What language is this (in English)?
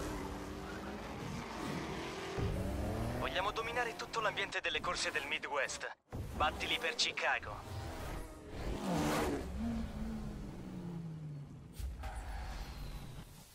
Italian